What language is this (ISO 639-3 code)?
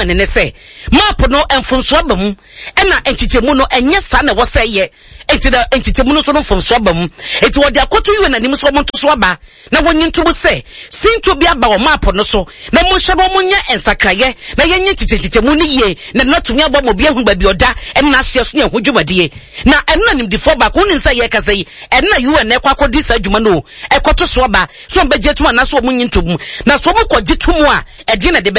aka